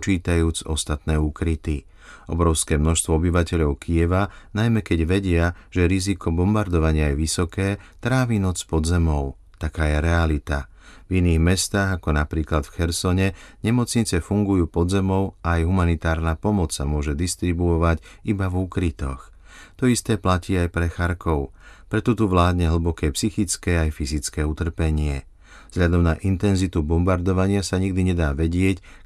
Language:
Slovak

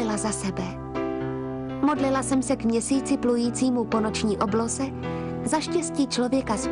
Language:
Czech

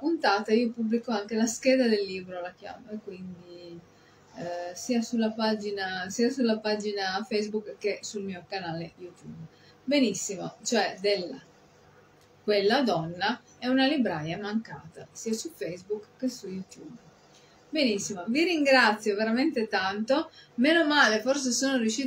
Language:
Italian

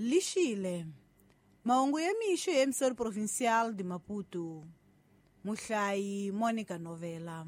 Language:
Tsonga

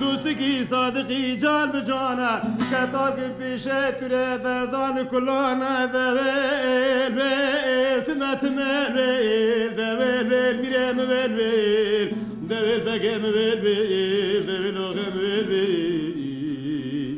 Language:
Kurdish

